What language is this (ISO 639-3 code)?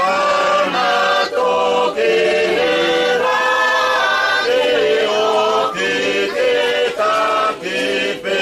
ton